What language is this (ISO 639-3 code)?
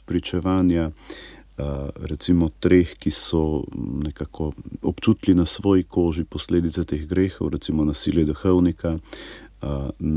slv